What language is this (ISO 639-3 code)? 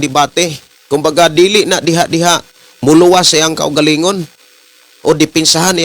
ceb